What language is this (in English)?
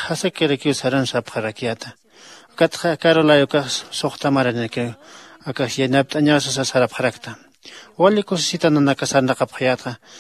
Aymara